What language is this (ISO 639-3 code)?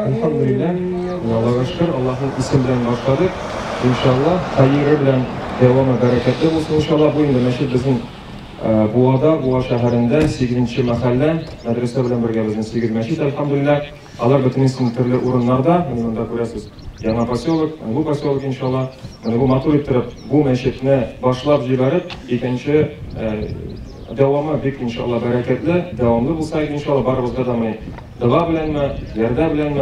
tat